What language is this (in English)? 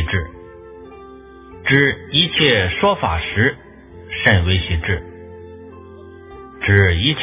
Chinese